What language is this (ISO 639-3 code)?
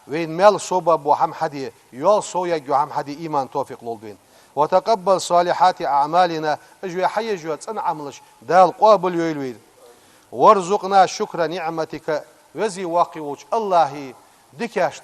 inh